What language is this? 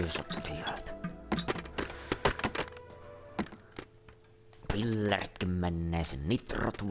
Finnish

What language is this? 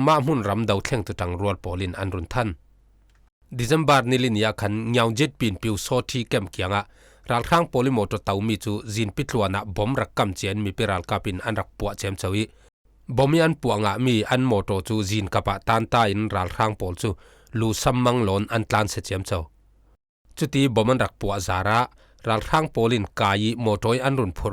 Falam Chin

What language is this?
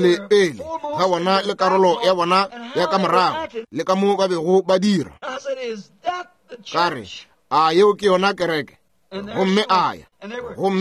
Northern Sotho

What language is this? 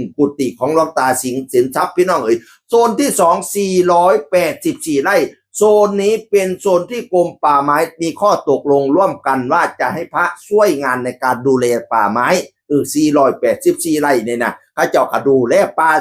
Northeastern Thai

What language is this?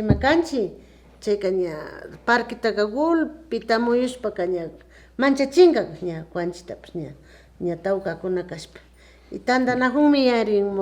Imbabura Highland Quichua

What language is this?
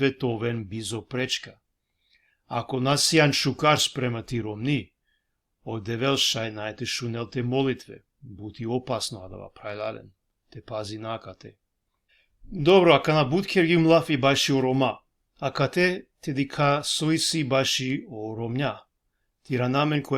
Balkan Romani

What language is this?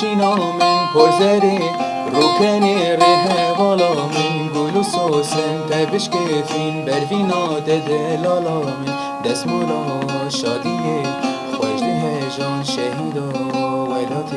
Kurdish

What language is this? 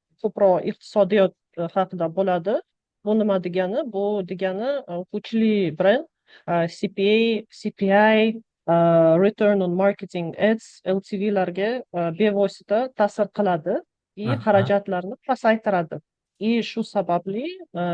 Uzbek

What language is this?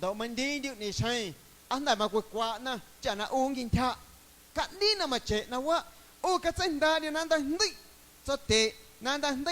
Guerrero Amuzgo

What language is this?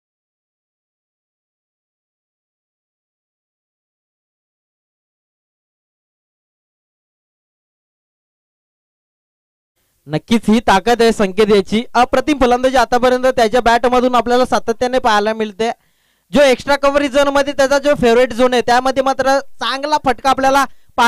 Marathi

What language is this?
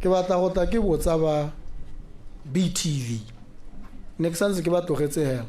Tswana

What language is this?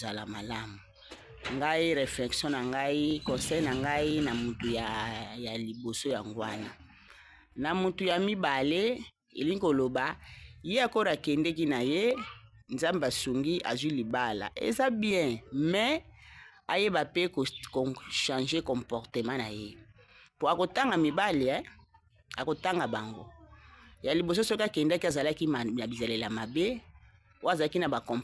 Lingala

